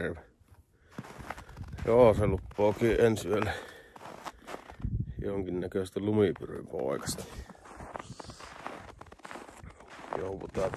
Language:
Finnish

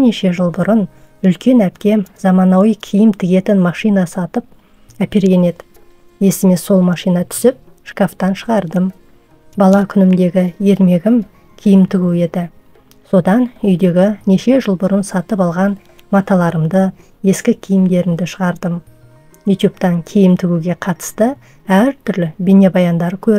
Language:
Kazakh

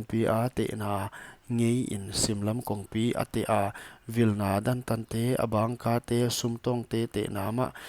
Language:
Paite Chin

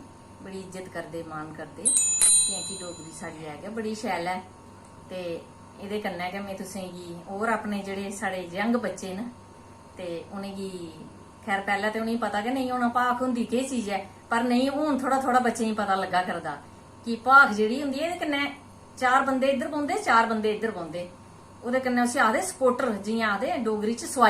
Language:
Dogri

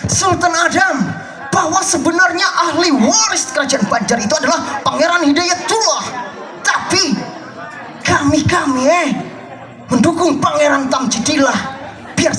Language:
Banjar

